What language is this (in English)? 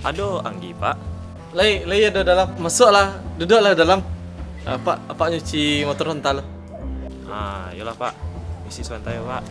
Minangkabau